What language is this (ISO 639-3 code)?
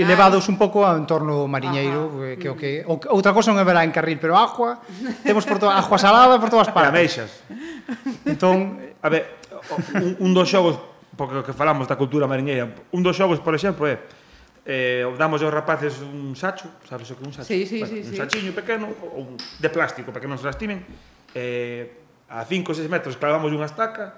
glg